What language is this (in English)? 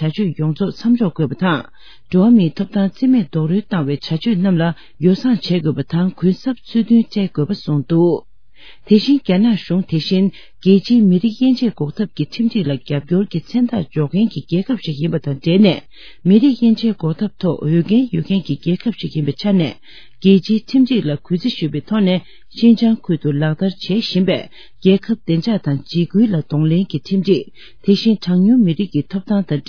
Tibetan